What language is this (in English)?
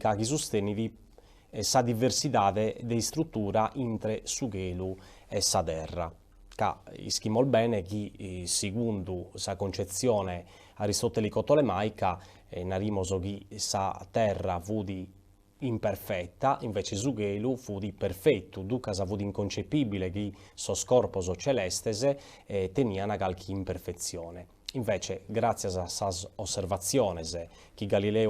Sardinian